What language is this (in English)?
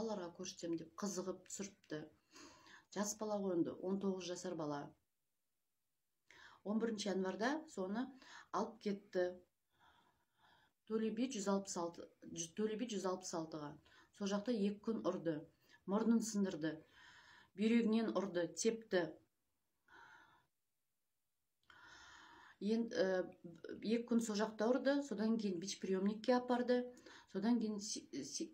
Kazakh